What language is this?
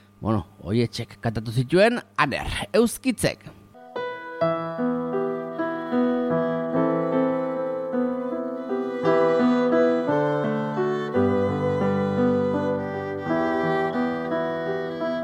Basque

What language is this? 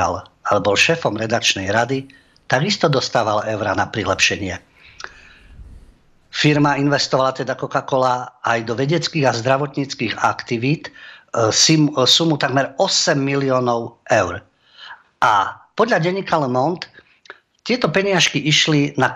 Slovak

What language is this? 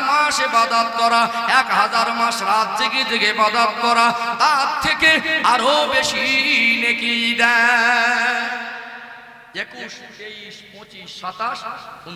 Bangla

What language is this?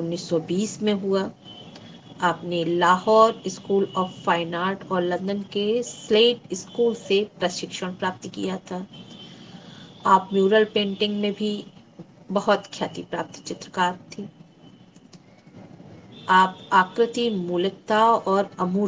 Hindi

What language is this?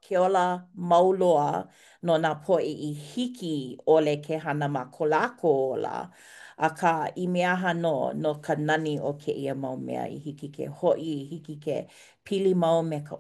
Hawaiian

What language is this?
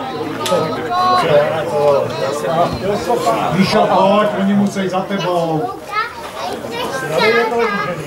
Czech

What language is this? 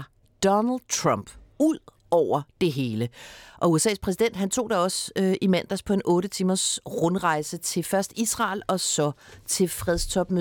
Danish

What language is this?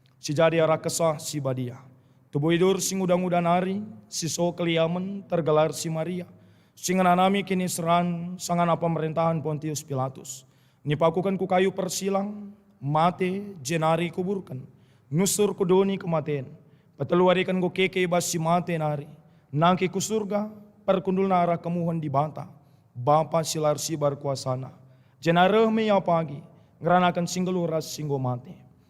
Batak Karo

